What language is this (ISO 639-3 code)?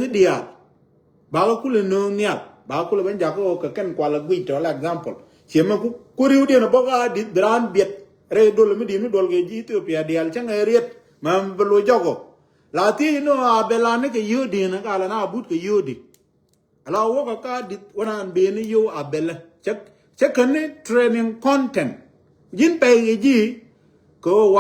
nus